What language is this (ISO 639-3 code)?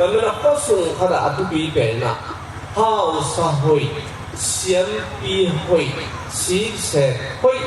ctd